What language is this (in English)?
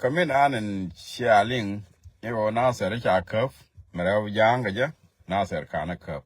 Nuer